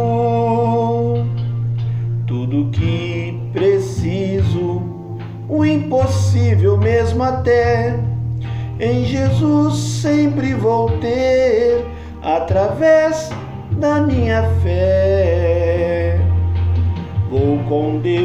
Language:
Portuguese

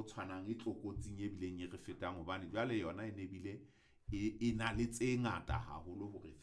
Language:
Southern Sotho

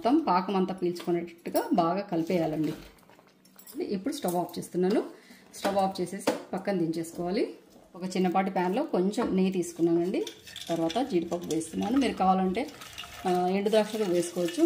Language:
Telugu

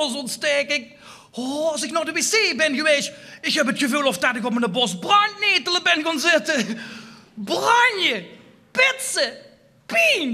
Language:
Limburgish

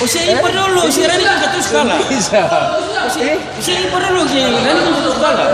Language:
Ambonese Malay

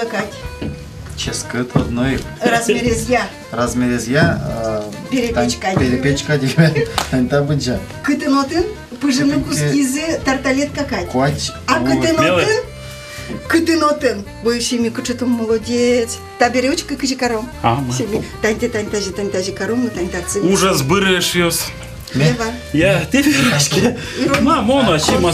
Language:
Udmurt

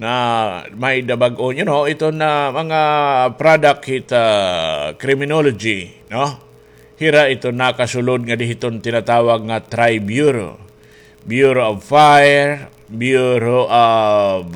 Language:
Waray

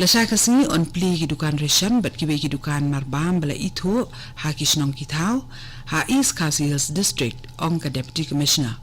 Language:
Khasi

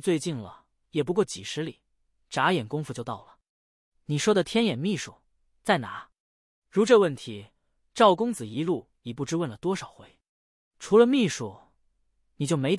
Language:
Chinese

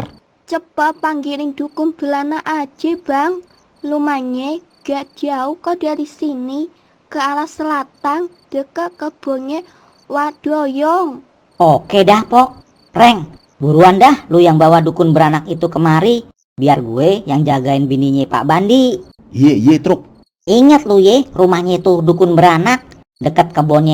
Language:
Betawi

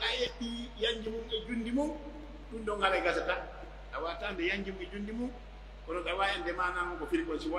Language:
Pular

